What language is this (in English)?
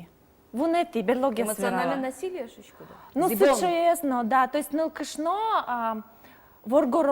Udmurt